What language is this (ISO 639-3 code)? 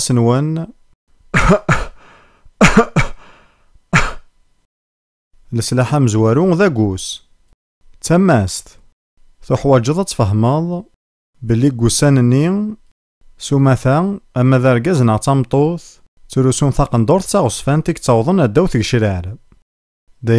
kab